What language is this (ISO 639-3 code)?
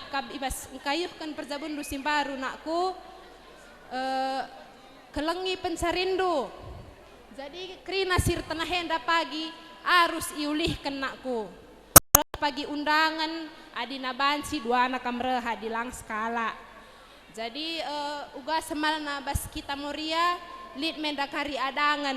btx